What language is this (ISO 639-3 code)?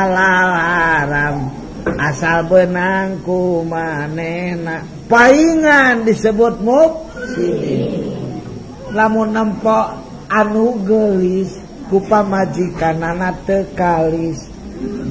sun